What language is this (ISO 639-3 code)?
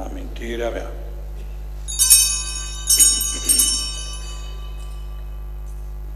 ron